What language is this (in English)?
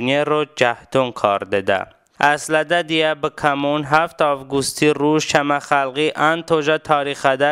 Talysh